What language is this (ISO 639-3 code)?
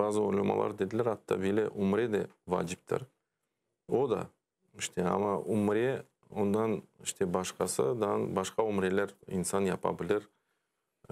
crh